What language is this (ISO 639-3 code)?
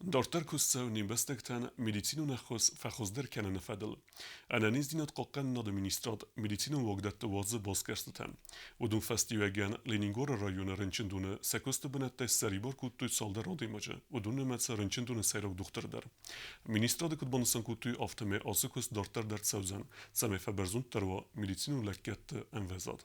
oss